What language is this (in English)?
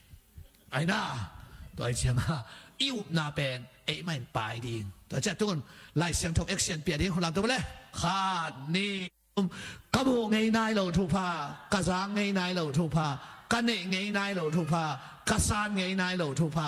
Tedim Chin